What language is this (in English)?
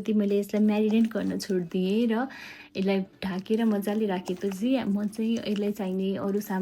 Nepali